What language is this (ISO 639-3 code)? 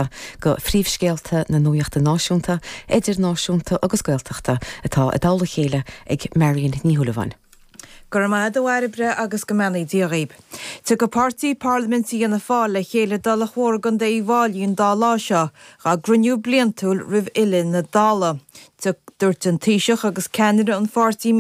gle